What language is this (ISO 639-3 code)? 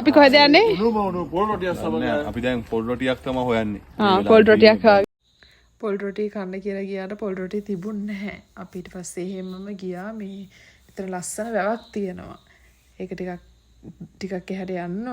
sin